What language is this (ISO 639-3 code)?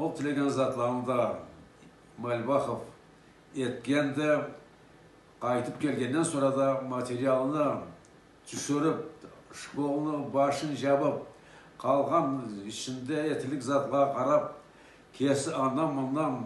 krc